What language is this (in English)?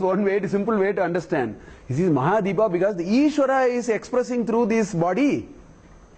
English